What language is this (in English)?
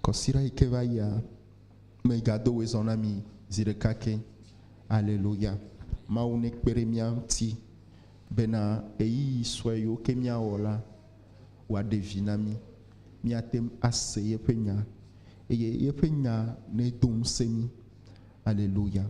Ewe